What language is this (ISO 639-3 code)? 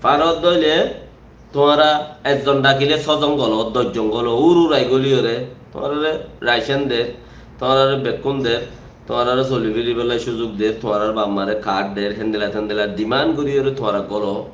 rhg